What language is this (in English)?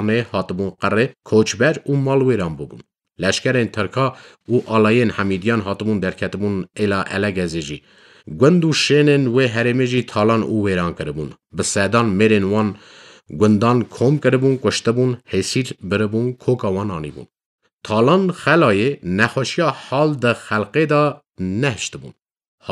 Kurdish